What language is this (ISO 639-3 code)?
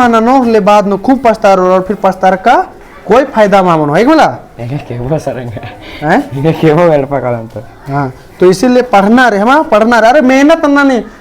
kru